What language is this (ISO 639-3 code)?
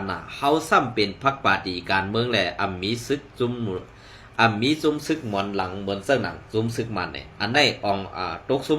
shn